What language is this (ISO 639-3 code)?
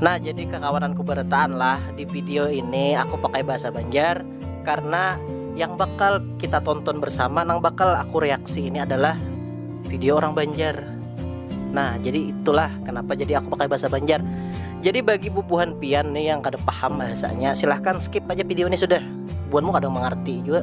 bjn